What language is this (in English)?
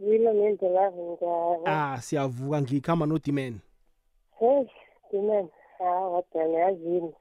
South Ndebele